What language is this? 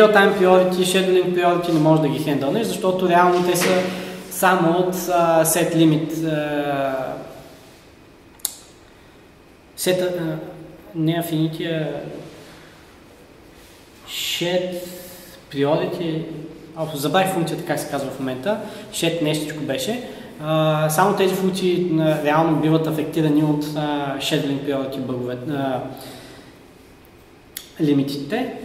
Bulgarian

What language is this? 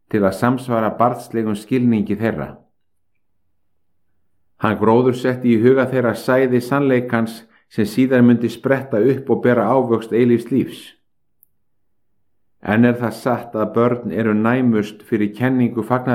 Icelandic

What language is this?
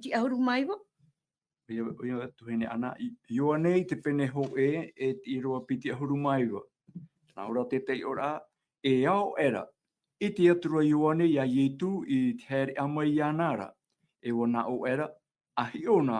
Tahitian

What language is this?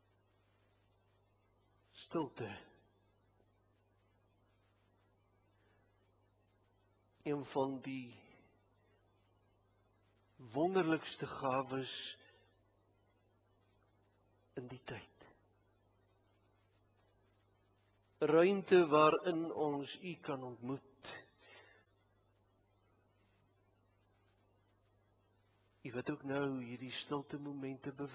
Afrikaans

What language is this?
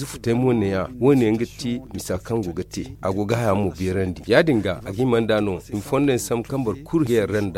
Zarma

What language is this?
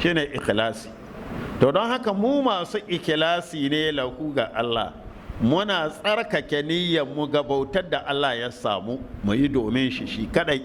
Hausa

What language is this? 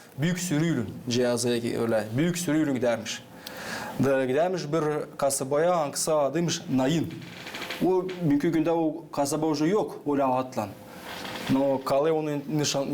Gagauz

